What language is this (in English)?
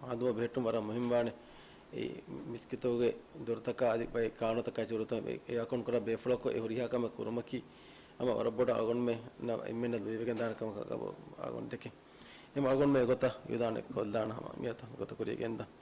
Divehi